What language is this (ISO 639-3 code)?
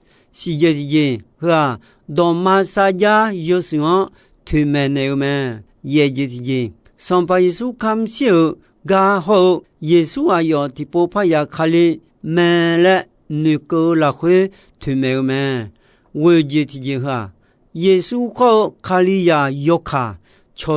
ahk